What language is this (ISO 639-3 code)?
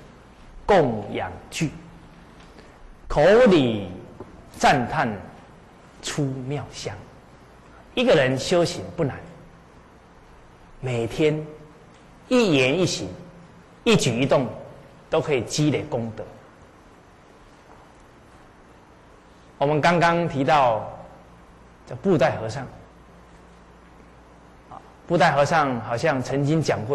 zho